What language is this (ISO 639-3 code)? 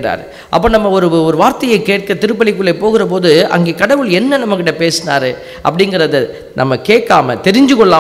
tam